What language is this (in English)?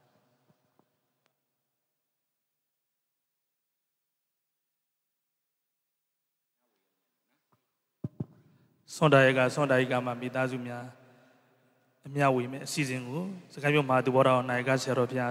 Burmese